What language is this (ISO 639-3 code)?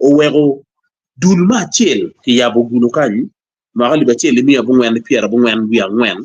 ach